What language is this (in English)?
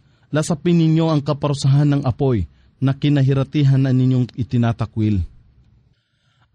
Filipino